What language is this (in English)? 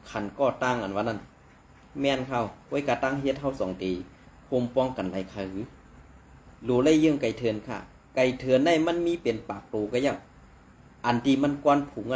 Shan